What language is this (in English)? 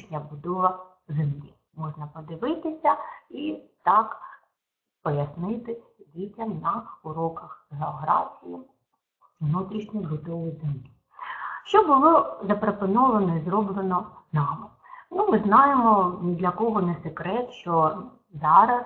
Ukrainian